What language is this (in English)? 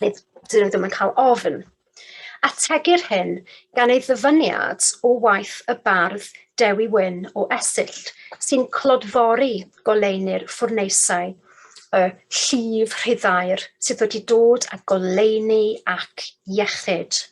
Welsh